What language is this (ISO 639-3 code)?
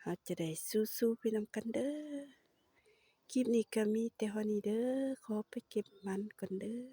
lao